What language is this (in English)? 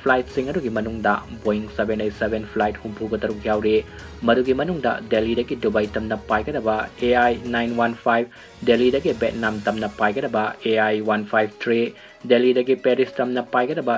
Manipuri